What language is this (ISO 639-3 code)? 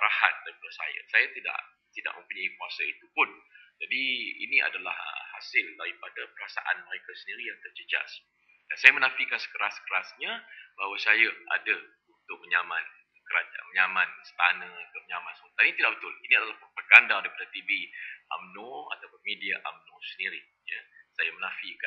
msa